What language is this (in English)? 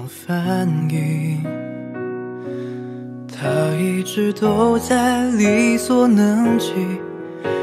Chinese